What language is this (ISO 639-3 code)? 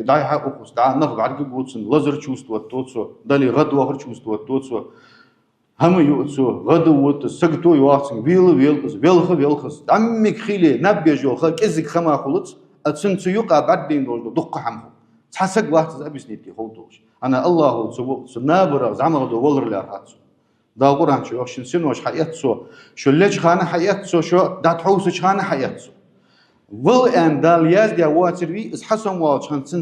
inh